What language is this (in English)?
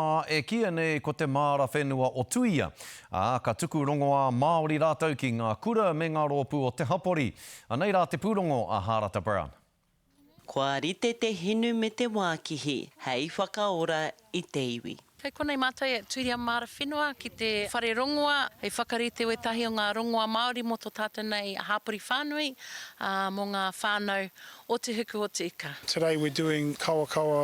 Māori